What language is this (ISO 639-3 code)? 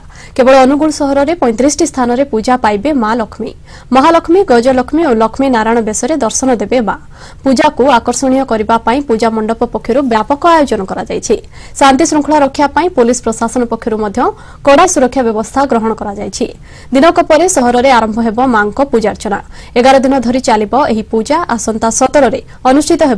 ori